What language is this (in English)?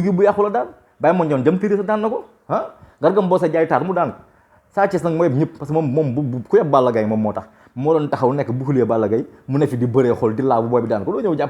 Wolof